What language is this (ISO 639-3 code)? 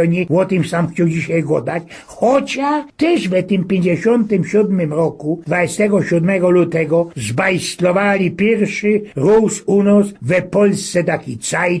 szl